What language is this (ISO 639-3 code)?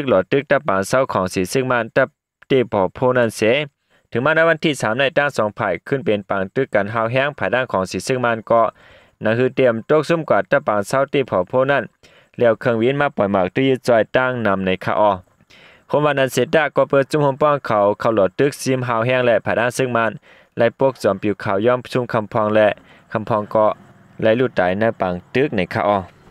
shn